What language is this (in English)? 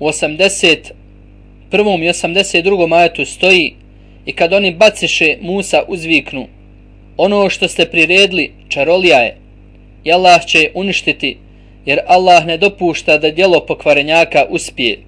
Bosnian